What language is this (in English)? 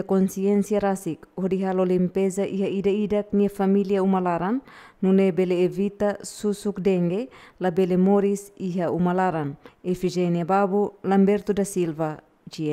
Tetum